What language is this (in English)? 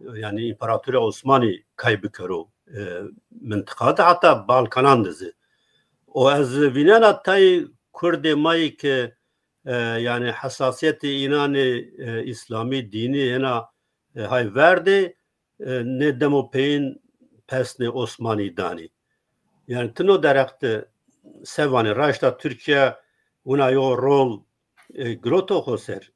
Zaza